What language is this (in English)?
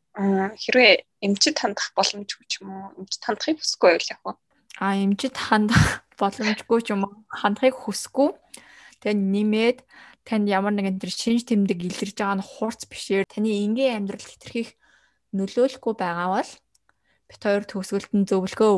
Mongolian